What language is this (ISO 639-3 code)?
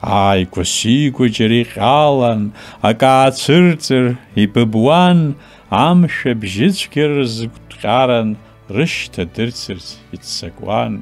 abk